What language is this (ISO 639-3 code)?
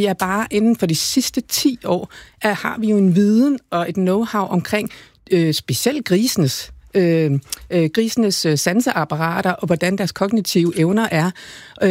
dan